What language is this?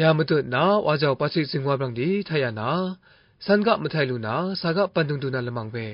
Kachin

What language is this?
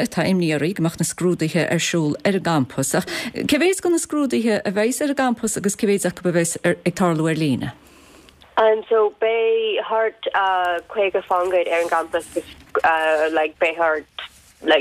Irish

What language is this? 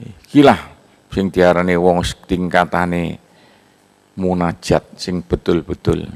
Javanese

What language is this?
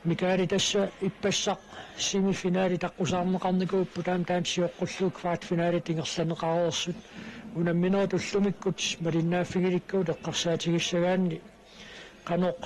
Kalaallisut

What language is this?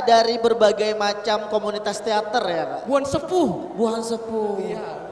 Banjar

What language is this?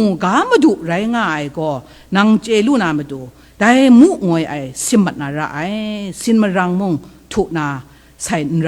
Kachin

